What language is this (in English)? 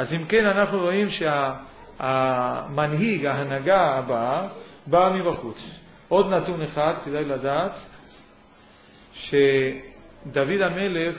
Hebrew